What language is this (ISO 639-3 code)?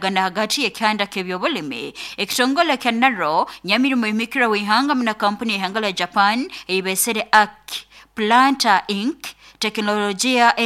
nyo